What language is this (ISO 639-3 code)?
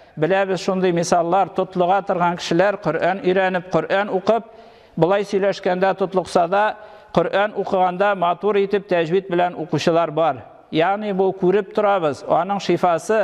tat